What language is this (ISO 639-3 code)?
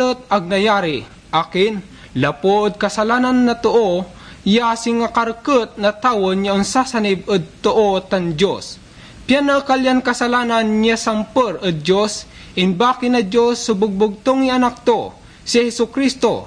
pag